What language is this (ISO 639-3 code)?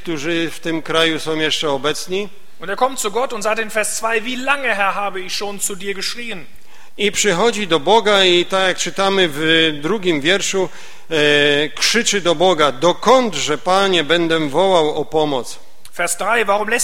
pol